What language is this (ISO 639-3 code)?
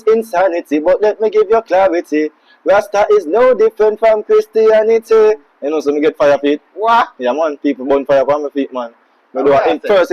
jam